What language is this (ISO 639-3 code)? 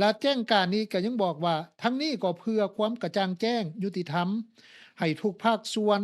lao